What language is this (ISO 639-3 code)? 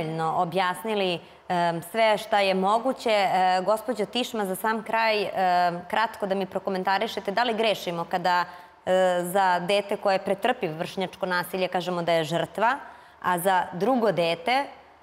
srp